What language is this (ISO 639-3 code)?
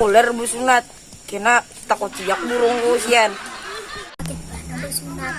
bjn